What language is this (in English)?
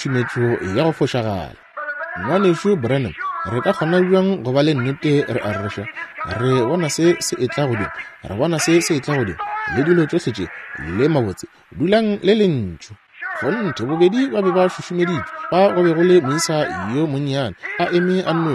Northern Sotho